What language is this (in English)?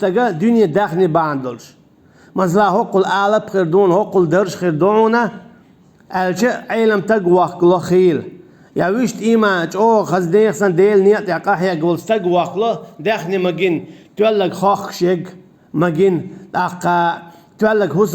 Chechen